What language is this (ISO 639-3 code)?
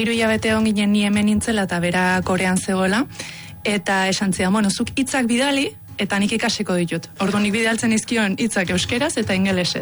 eus